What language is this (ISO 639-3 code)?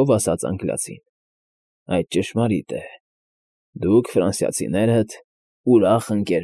hye